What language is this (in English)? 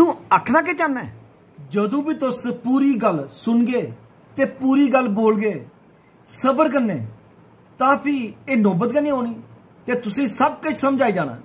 Dogri